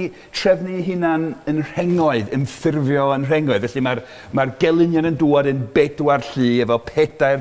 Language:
Welsh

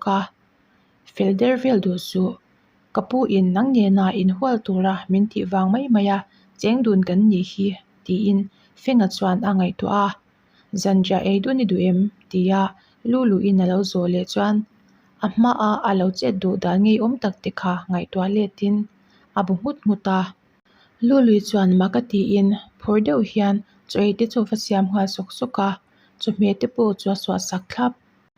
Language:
Mizo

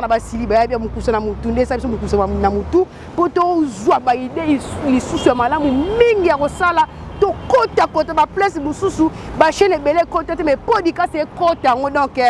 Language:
Lingala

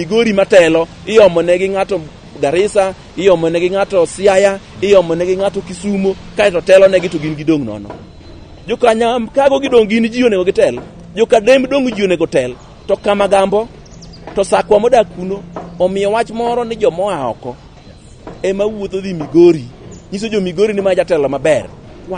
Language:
Luo (Kenya and Tanzania)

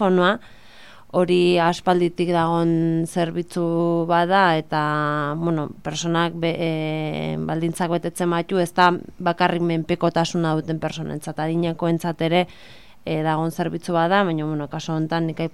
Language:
Basque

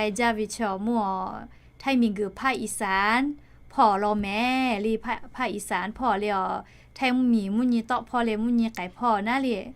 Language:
Lahu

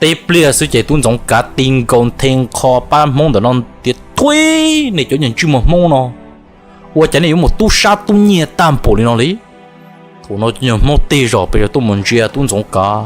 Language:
Hmong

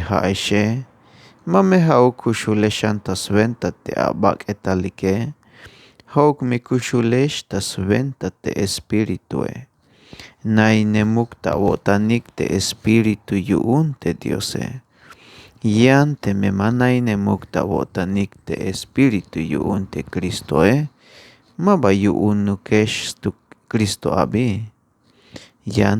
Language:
Tzeltal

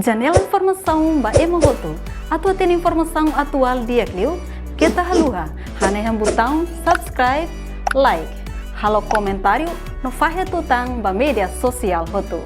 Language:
Tetum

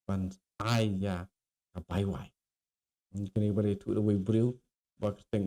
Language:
Khasi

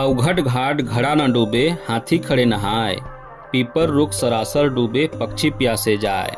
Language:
Chhattisgarhi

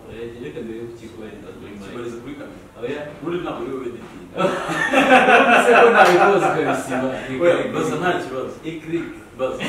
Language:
Kinyarwanda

